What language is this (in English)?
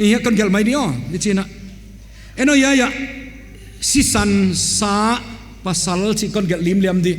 Paite Chin